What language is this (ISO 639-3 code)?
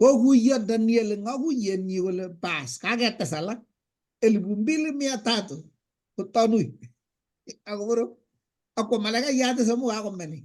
kln